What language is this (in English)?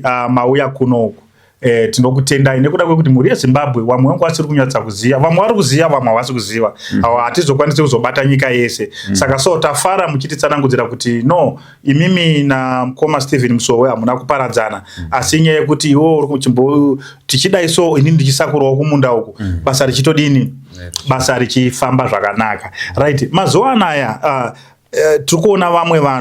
Shona